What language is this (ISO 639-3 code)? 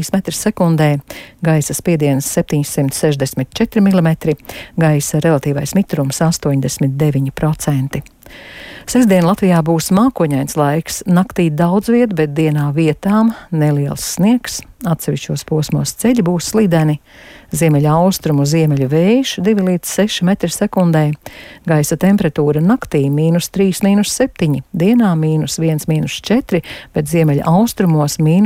lav